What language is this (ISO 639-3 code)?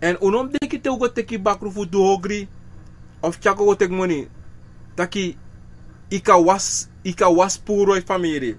srn